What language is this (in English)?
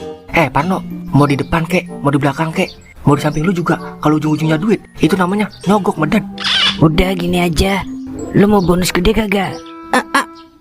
Betawi